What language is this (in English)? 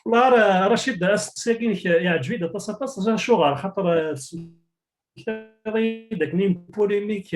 Kabyle